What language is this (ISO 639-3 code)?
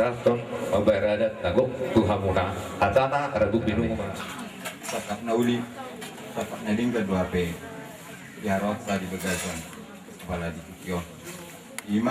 bbc